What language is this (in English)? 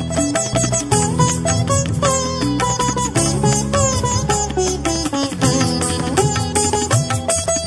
Kannada